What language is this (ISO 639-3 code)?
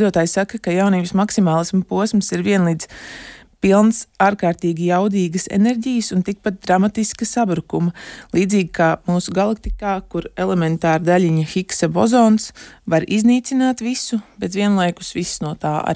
lav